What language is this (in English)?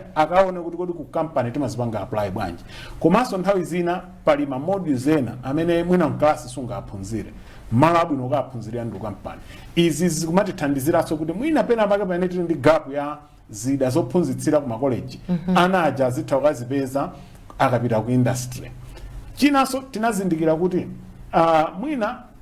Nyanja